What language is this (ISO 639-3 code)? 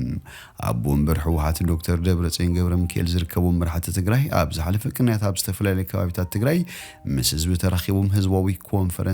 tir